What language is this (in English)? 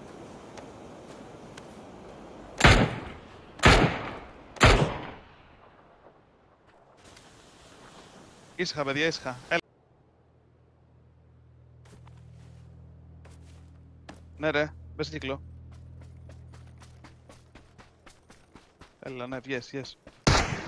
Greek